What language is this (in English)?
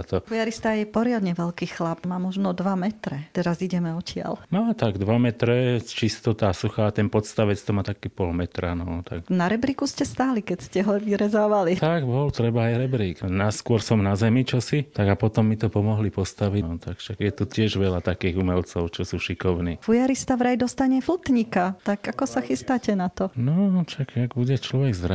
Slovak